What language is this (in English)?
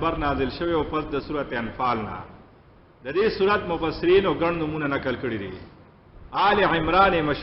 Pashto